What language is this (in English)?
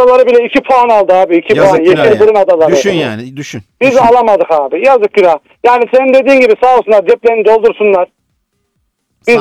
Turkish